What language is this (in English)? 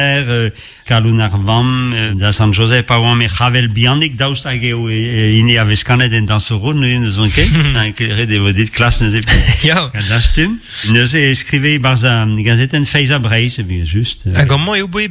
Breton